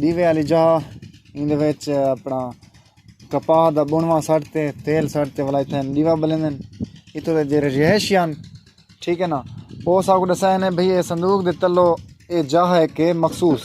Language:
Saraiki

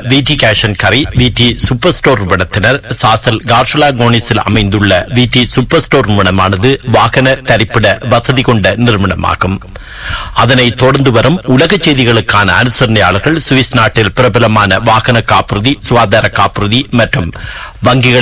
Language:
Tamil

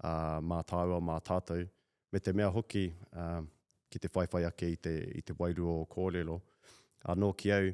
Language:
Māori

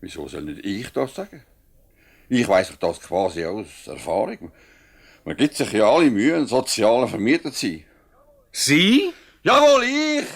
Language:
Swiss German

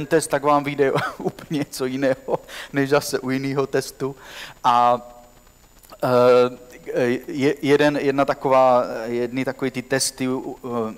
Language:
Czech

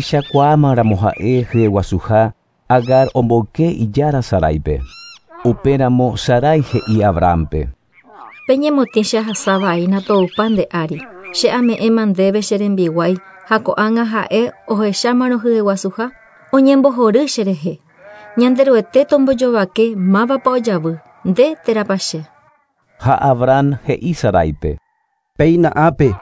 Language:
Guarani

